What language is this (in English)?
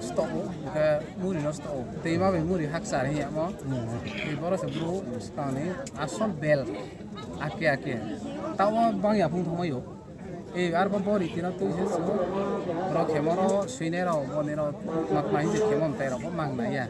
Riang (India)